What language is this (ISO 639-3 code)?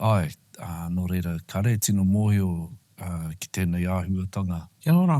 mri